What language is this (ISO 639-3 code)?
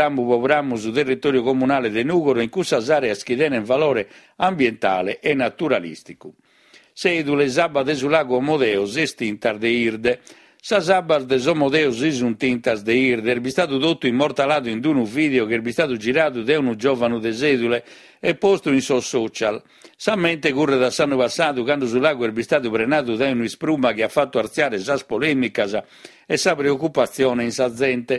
srd